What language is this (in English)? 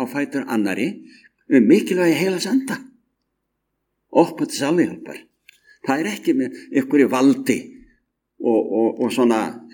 Icelandic